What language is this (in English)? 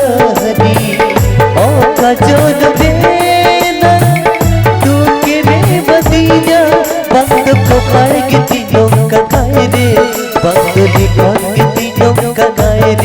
Santali